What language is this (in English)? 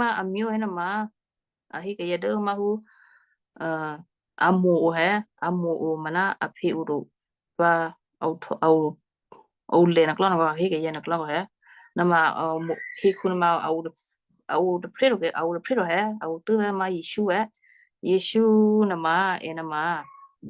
Western Kayah